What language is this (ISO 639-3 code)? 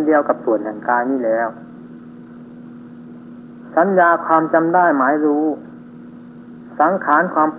tha